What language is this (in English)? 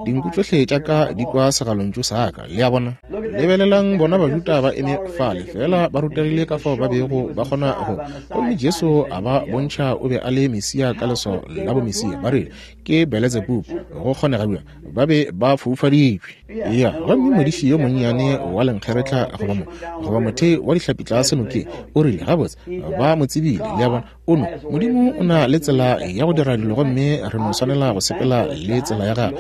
Northern Sotho